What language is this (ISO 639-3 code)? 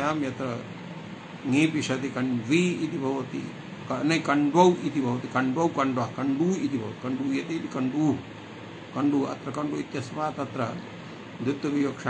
san